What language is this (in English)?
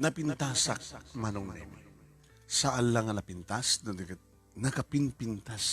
Iloko